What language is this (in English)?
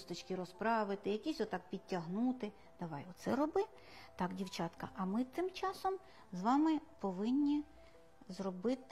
Ukrainian